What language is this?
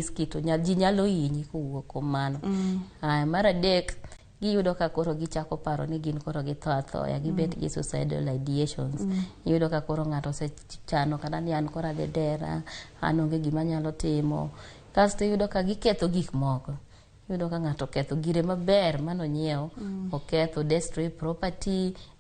Luo (Kenya and Tanzania)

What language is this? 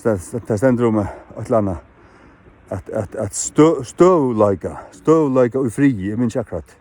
Faroese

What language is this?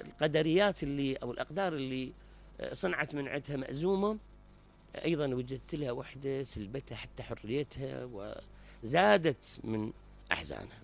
Mesopotamian Arabic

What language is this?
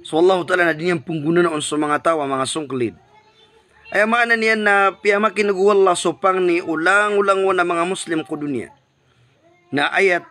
Maranao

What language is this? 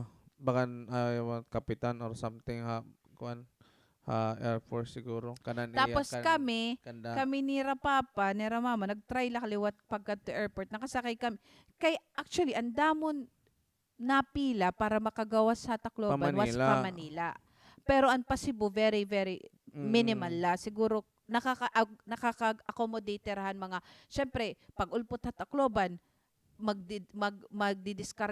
Waray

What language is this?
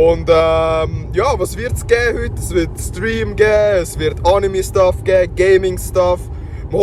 Swiss German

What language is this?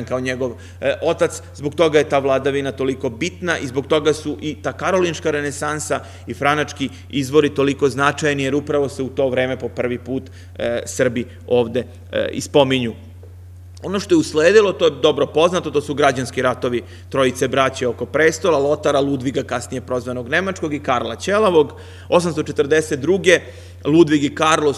Serbian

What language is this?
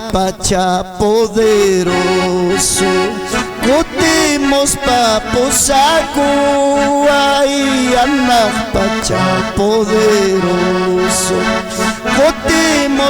Ayacucho Quechua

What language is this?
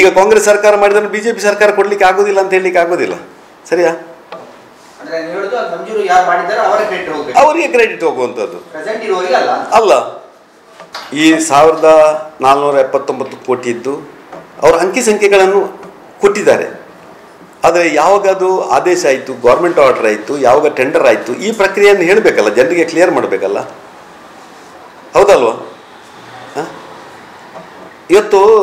Kannada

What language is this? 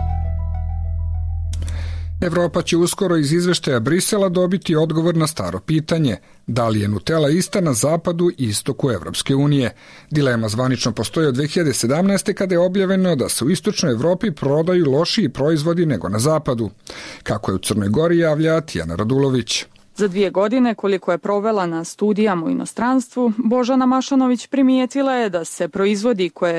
Serbian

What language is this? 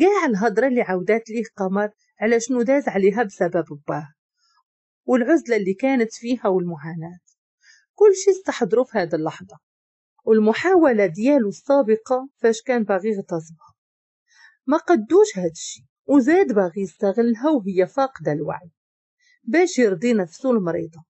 Moroccan Arabic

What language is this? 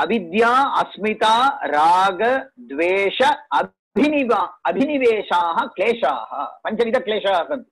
Sanskrit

